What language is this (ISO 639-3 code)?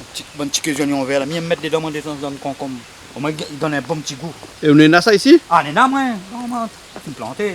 rcf